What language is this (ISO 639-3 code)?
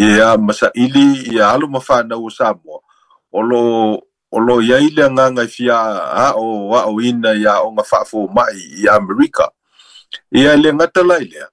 smo